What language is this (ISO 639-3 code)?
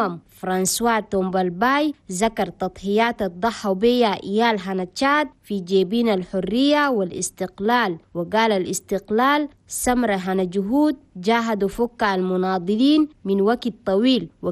shu